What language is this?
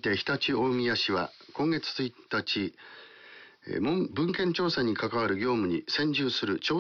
Japanese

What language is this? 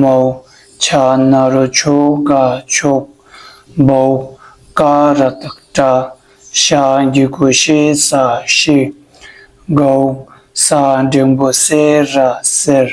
Tibetan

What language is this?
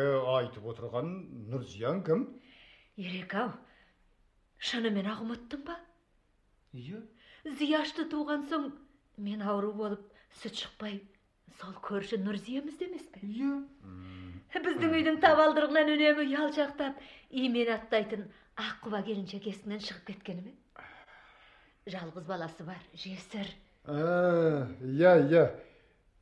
Kazakh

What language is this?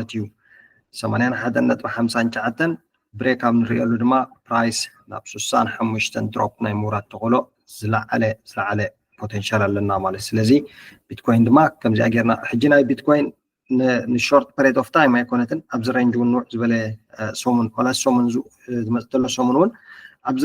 Tigrinya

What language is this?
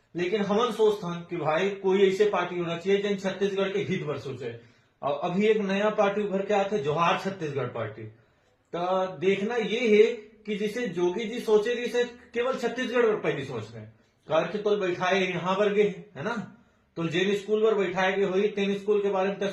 Chhattisgarhi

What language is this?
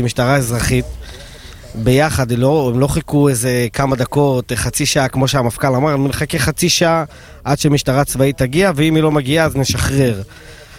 Hebrew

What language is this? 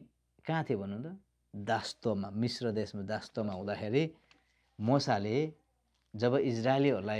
Nepali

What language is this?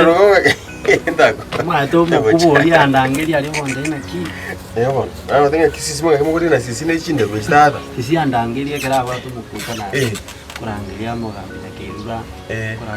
Gusii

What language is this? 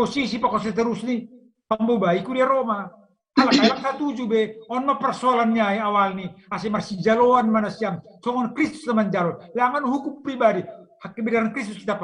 Batak Simalungun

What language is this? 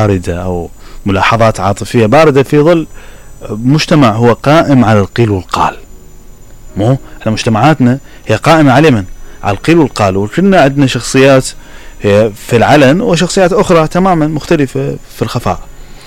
Mesopotamian Arabic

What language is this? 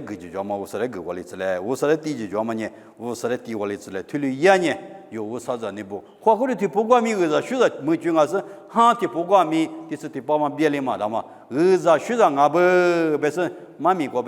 Lisu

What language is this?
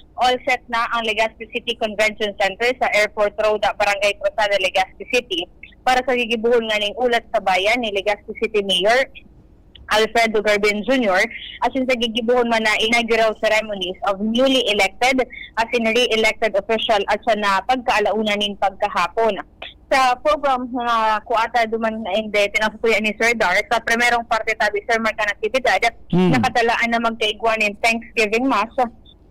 Bikol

